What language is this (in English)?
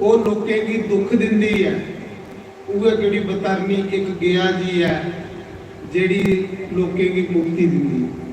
Dogri